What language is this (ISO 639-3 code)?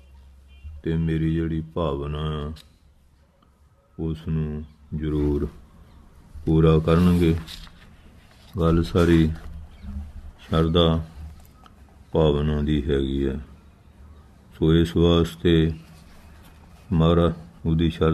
pan